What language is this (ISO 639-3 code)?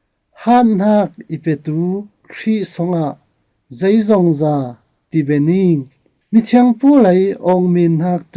cfm